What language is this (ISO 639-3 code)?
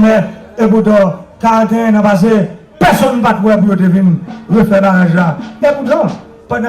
hat